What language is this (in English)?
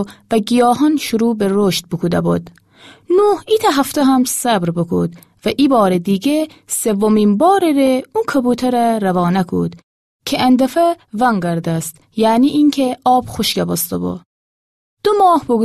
Gilaki